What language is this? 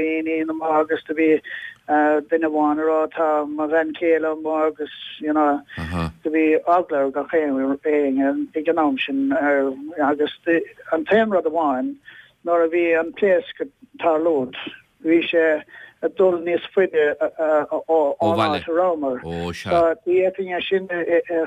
Irish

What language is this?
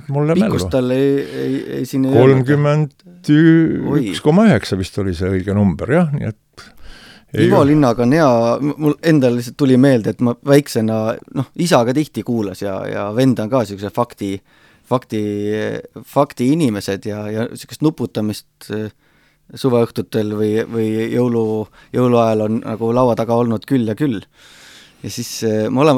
Estonian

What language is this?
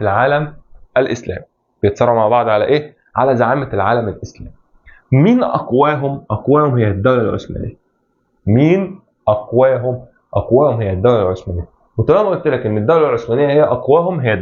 Egyptian Arabic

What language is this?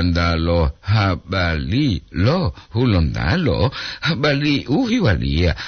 Gorontalo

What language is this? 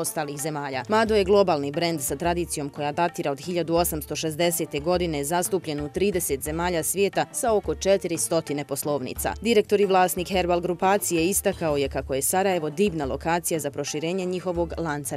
Bosnian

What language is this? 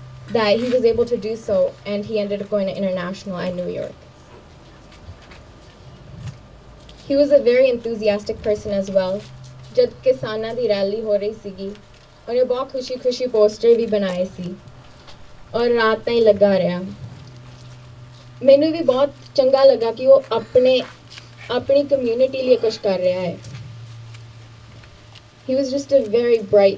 Punjabi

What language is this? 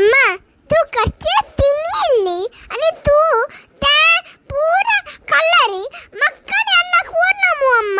Konkani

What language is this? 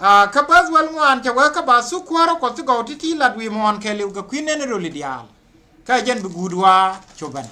Nuer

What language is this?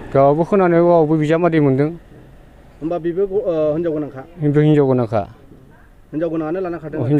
Bodo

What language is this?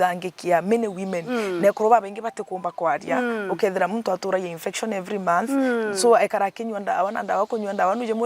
Meru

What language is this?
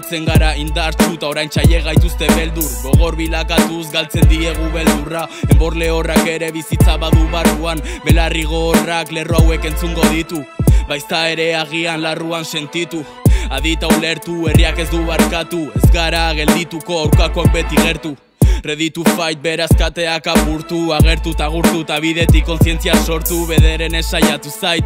Basque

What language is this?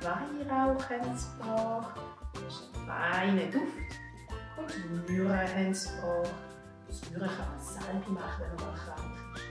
Swiss German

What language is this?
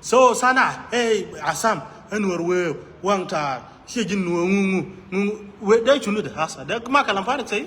Nuer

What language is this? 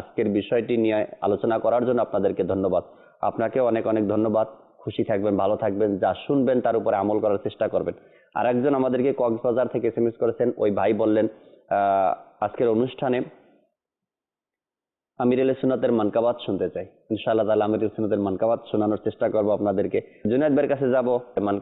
Bangla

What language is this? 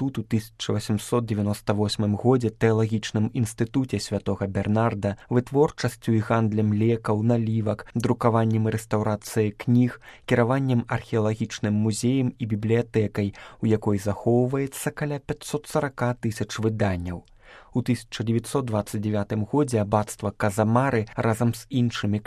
Belarusian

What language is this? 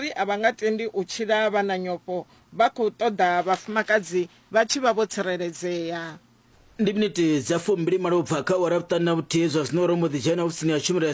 Venda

